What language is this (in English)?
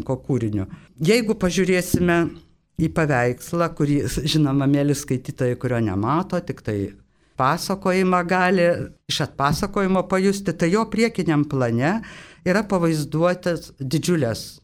Lithuanian